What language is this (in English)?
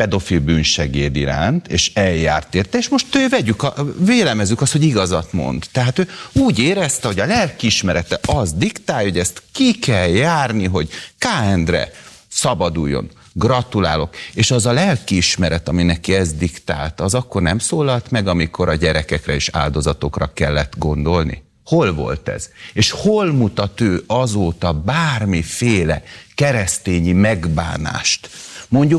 Hungarian